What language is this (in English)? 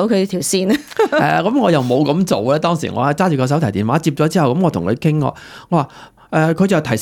Cantonese